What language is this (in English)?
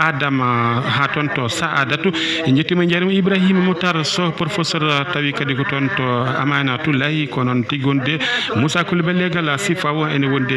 Fula